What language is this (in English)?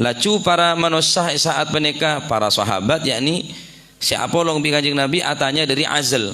Madurese